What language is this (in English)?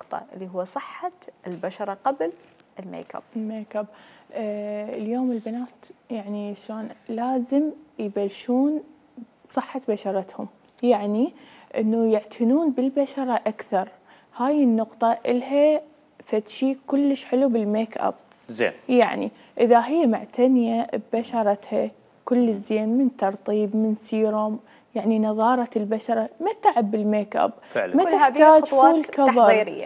Mesopotamian Arabic